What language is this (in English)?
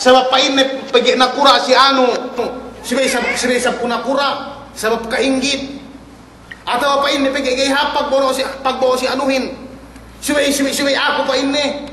Yakan